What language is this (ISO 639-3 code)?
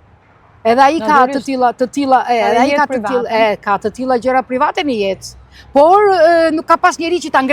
sqi